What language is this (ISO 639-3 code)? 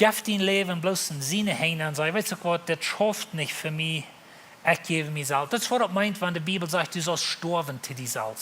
pdt